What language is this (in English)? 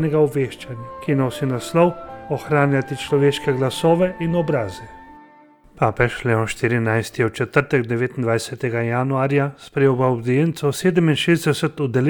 Slovenian